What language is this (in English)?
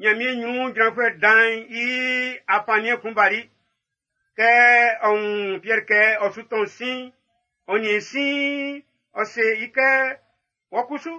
Baoulé